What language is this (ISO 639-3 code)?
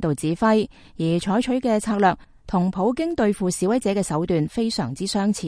yue